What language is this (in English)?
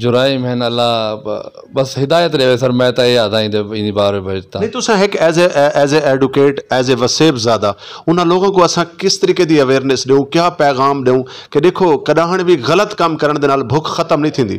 Saraiki